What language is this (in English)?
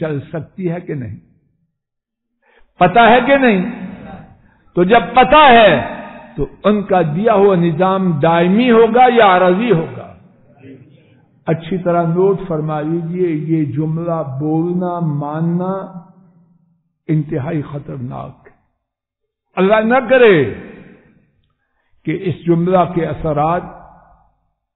Urdu